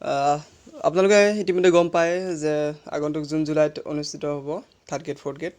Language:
Assamese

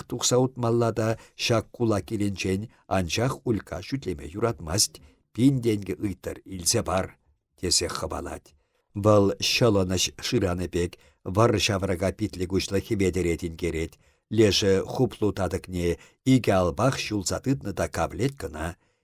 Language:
Chuvash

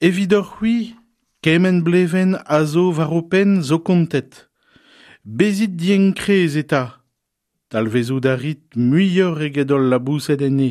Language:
Breton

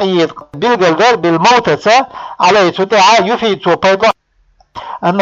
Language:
Chechen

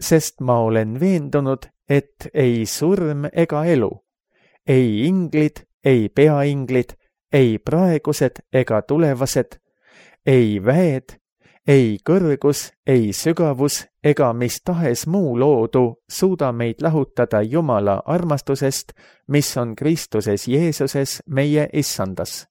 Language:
Estonian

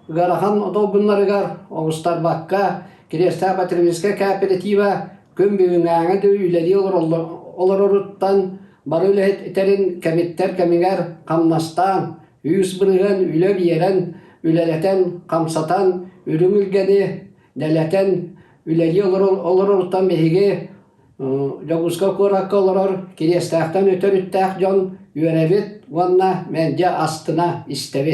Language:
Yakut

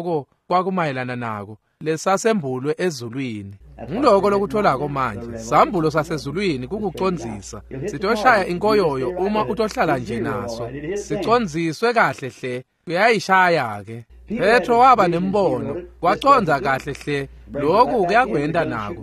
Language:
Swati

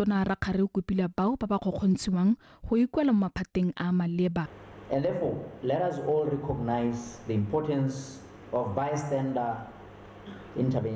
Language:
Tswana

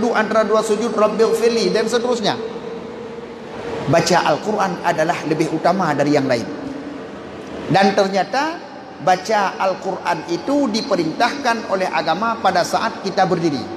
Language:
Achinese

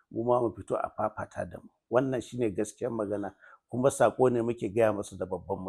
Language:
Hausa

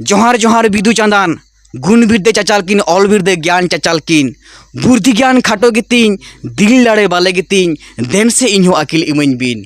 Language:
Santali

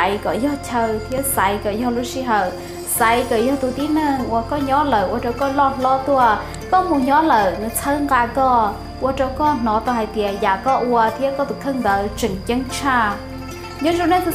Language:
Hmong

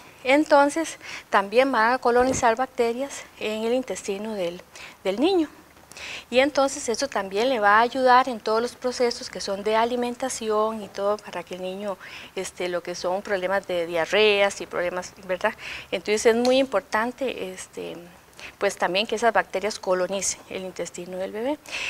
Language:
Spanish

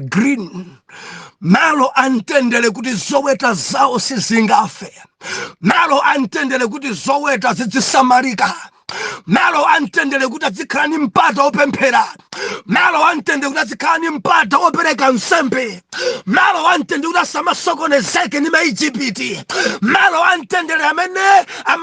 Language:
Nyanja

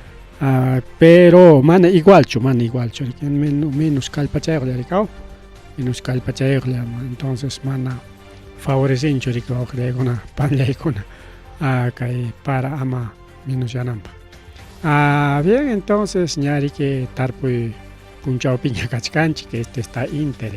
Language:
Ayacucho Quechua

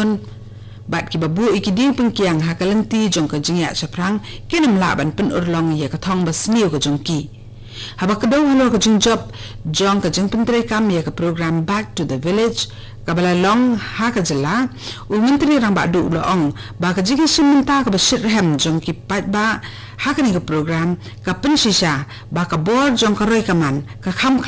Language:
Khasi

